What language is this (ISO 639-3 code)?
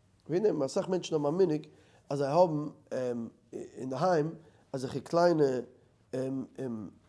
yid